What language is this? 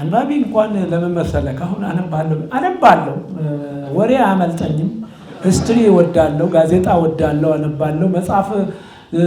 Amharic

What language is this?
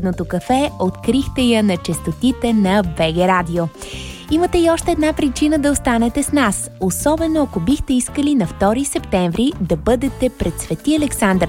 Bulgarian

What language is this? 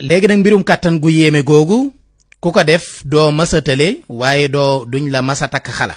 Wolof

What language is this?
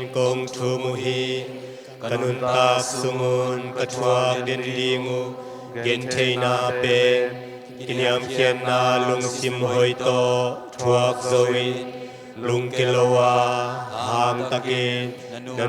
Tedim Chin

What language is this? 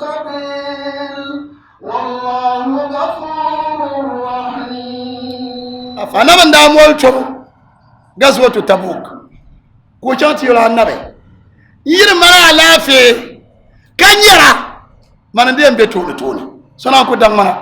Dagbani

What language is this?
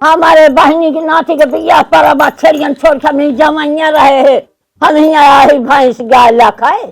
Awadhi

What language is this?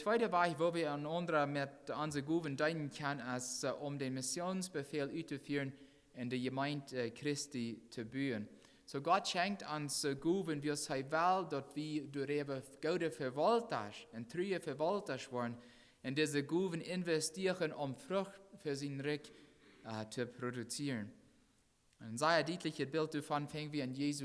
Plautdietsch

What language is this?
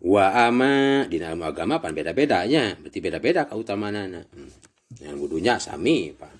Sundanese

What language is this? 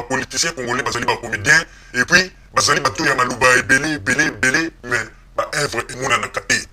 Lingala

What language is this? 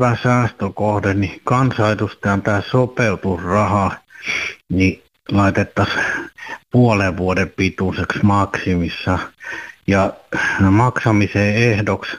Finnish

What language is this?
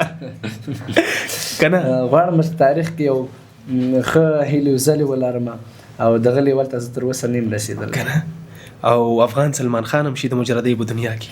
Pashto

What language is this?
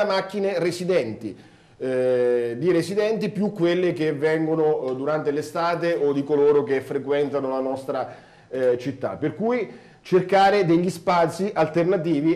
Italian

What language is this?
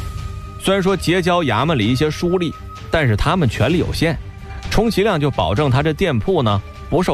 Chinese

